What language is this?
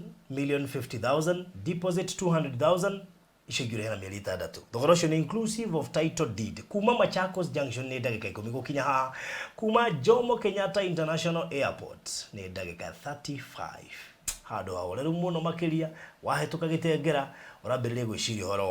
Kikuyu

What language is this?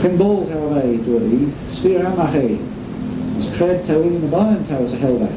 Manx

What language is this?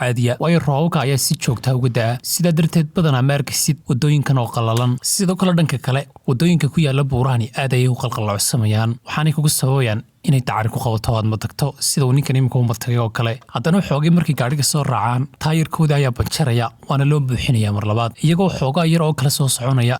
Somali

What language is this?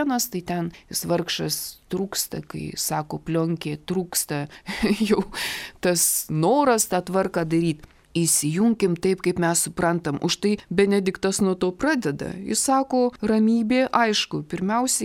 Lithuanian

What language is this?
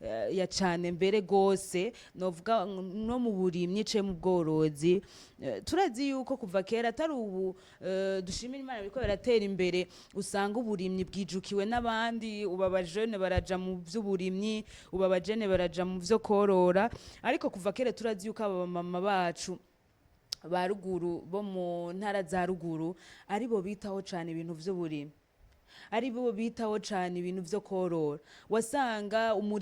Rundi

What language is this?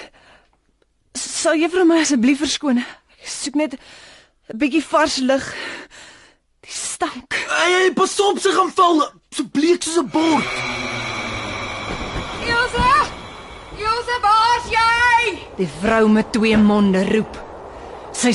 Afrikaans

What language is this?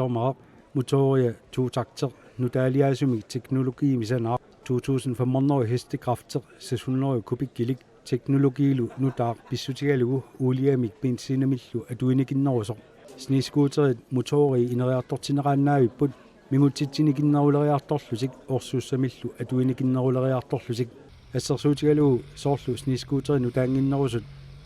Kalaallisut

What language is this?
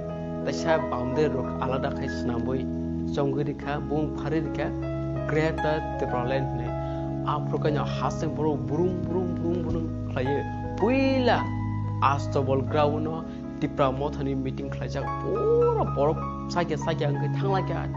Kok Borok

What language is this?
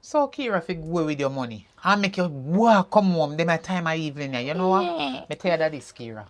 Jamaican Creole English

